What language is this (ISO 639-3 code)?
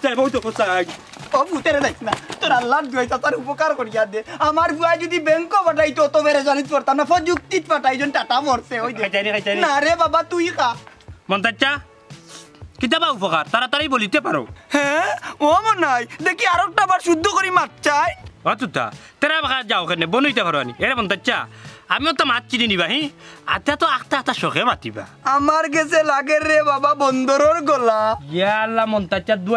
syl